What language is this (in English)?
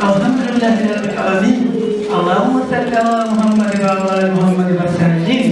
Kumyk